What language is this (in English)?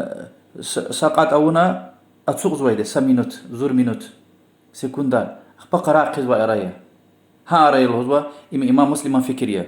Lezghian